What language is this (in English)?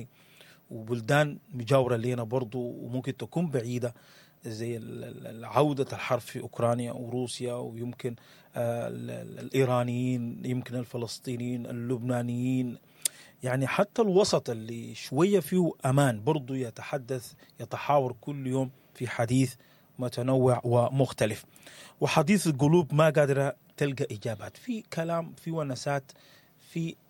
Sudanese Arabic